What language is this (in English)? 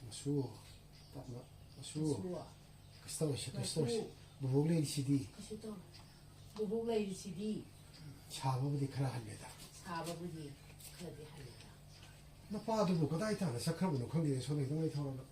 Manipuri